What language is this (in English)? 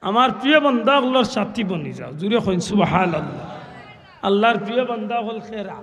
Sylheti